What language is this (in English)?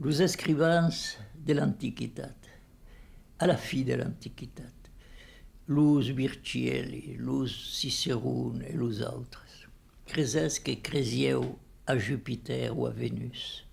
Occitan